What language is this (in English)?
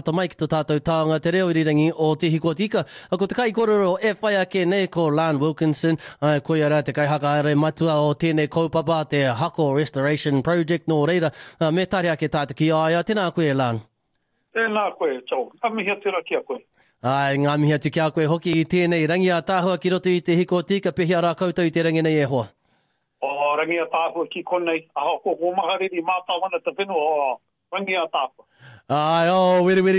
Māori